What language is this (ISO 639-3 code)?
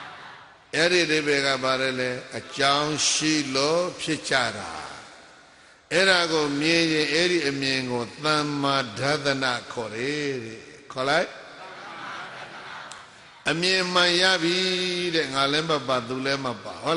mya